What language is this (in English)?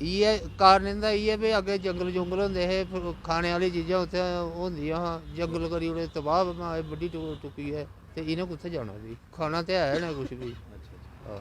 Dogri